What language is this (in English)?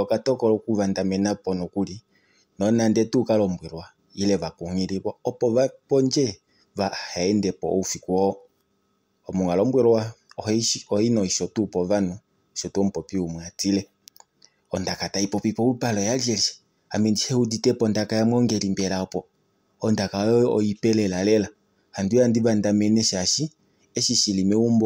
Kuanyama